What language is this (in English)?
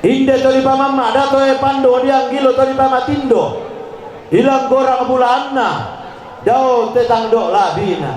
Toraja-Sa'dan